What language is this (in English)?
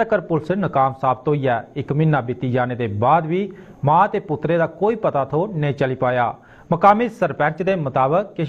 Dogri